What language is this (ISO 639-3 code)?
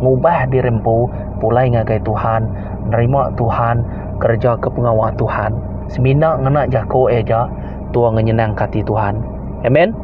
iba